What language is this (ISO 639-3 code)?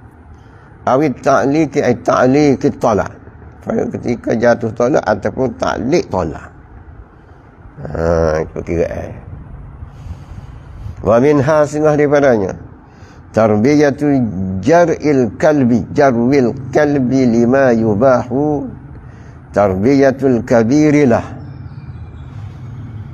msa